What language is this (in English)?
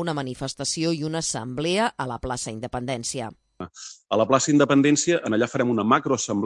Catalan